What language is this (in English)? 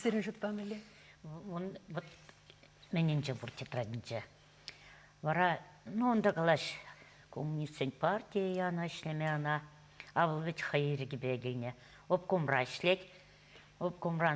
Chuvash